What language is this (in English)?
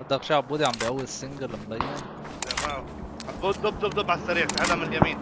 North Levantine Arabic